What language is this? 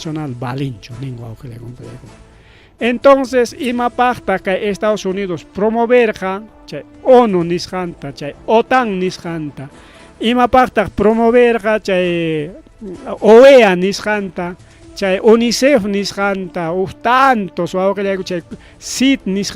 Ayacucho Quechua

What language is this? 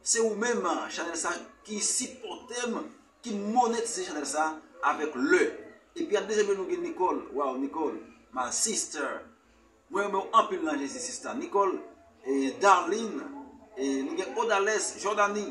Haitian Creole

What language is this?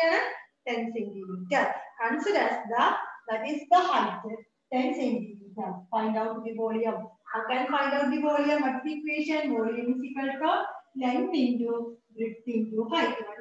Malayalam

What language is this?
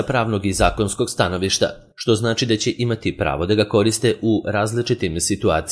Serbian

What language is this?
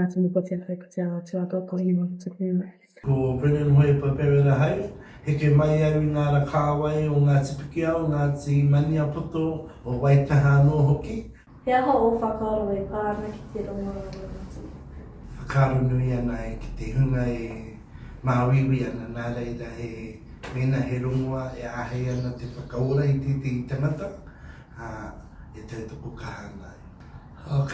Māori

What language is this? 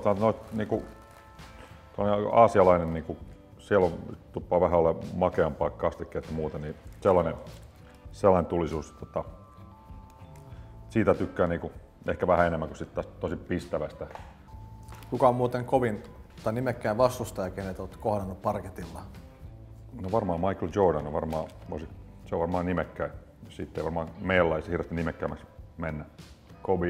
Finnish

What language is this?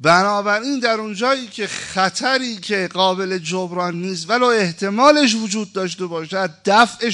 Persian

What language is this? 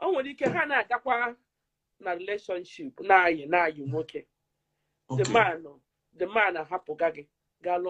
Igbo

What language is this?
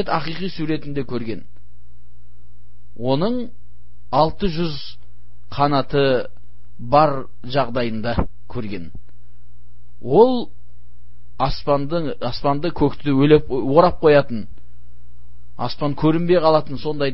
Kazakh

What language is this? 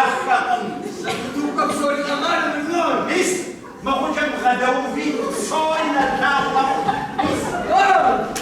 Kabardian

